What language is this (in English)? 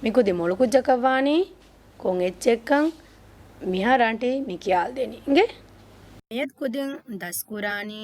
Divehi